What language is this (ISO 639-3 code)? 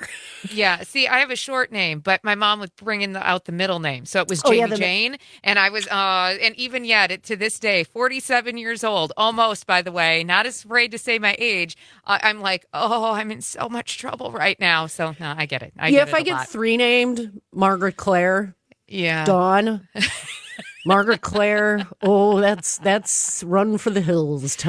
eng